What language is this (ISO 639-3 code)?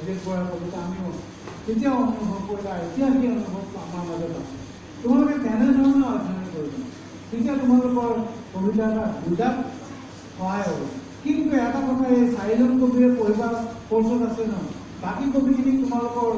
asm